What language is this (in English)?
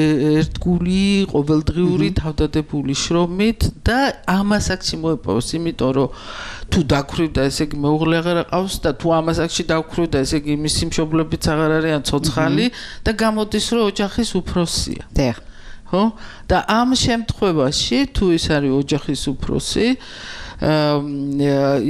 Georgian